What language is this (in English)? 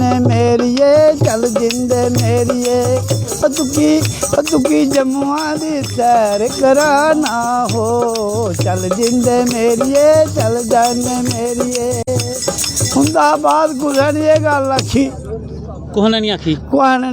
Dogri